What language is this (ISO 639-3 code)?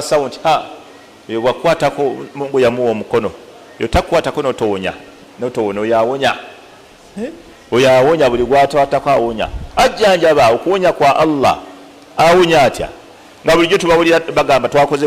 lug